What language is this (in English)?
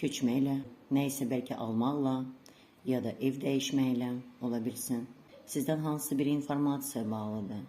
Azerbaijani